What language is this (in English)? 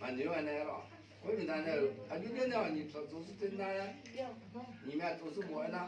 Akha